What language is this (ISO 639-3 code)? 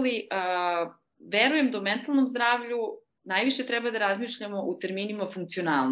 srp